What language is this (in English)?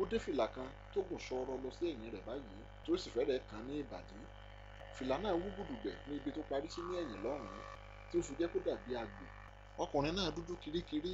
Yoruba